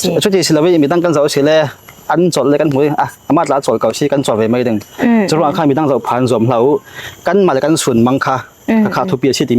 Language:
Falam Chin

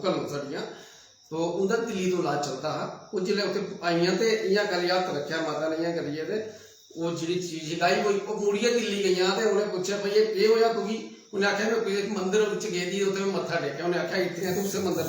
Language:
Dogri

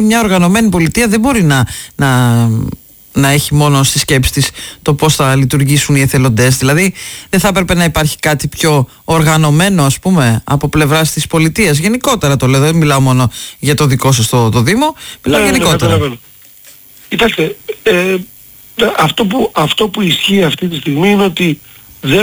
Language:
Greek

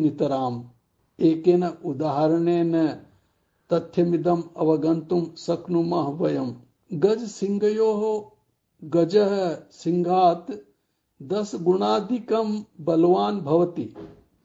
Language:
Sanskrit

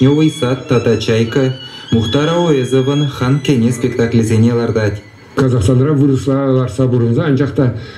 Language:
Chuvash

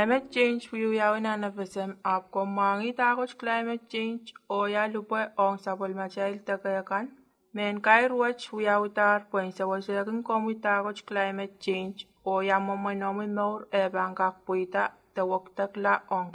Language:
Pohnpeian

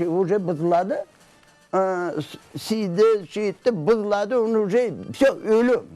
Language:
Crimean Tatar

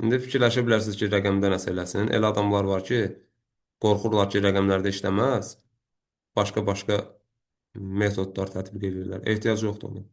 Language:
Azerbaijani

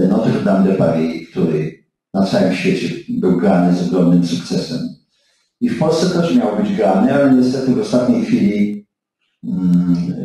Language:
Polish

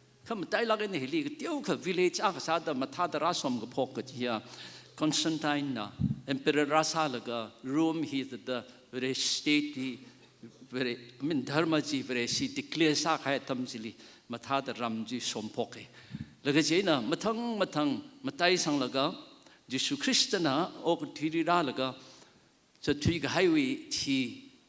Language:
Tangkhul Naga (India)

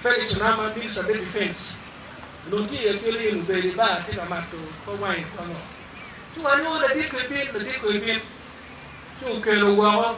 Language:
Acoli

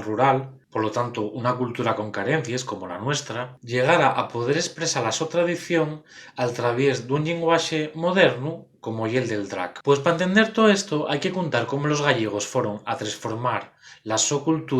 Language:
Asturian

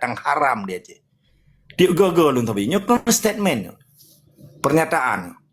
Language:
Achinese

